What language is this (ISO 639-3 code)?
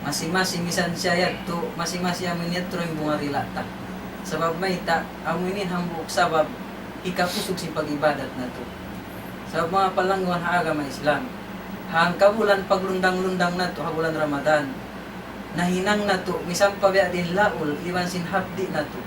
tsg